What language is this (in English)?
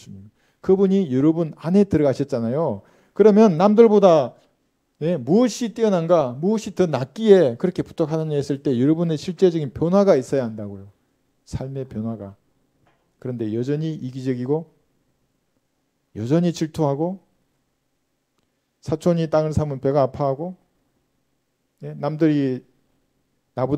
Korean